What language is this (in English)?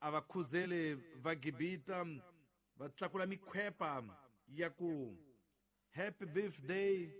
Tsonga